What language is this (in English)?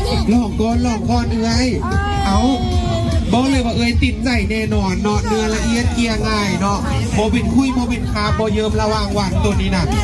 Lao